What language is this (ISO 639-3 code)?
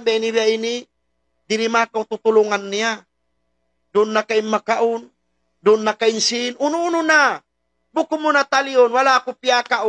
tsg